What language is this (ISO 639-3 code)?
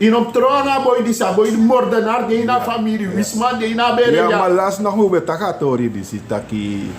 srn